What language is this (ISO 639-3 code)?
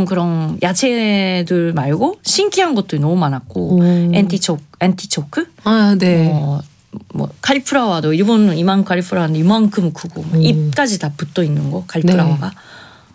kor